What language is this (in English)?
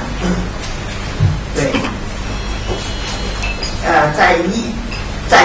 Chinese